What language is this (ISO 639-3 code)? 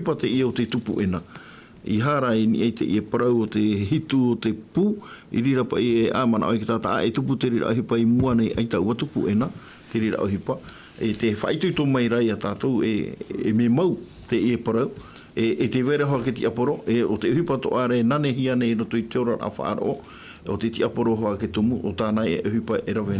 tah